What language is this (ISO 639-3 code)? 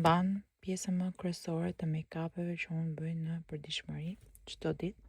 sqi